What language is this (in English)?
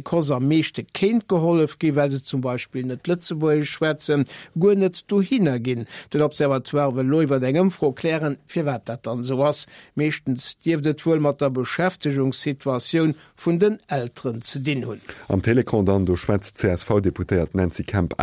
Luxembourgish